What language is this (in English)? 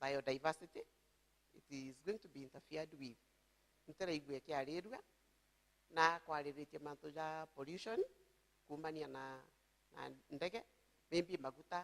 Meru